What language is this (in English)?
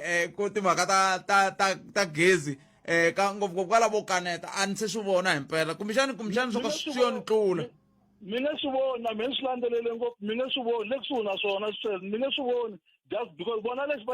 Tsonga